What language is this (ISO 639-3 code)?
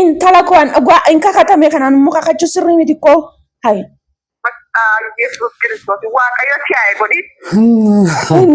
orm